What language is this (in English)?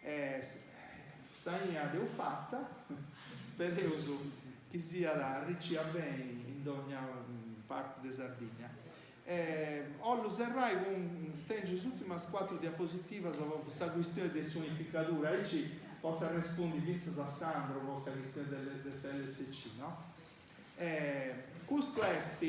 Sardinian